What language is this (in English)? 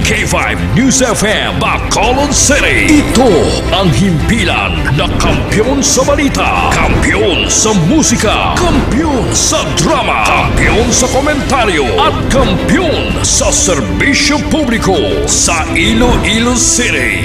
Hiligaynon